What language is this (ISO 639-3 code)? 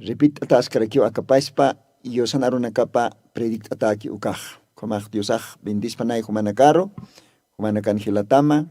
aym